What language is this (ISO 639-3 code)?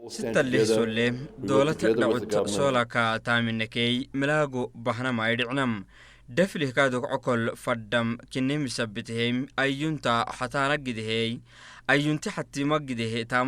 orm